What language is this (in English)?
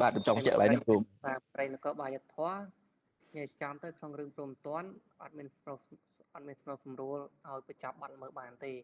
Khmer